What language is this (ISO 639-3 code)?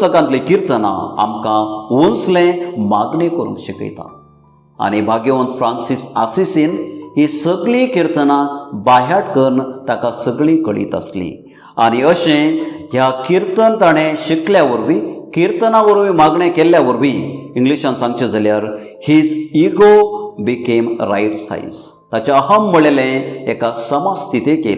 kok